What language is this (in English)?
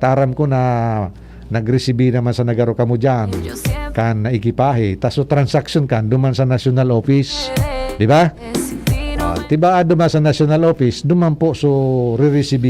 Bikol